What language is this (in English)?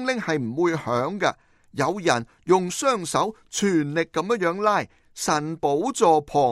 Cantonese